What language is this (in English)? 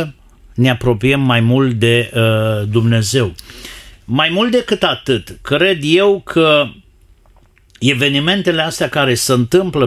Romanian